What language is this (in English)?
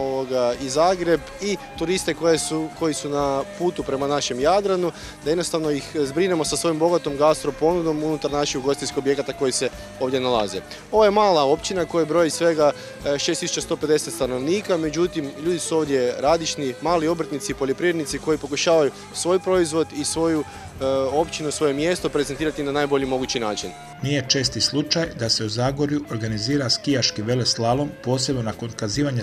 Croatian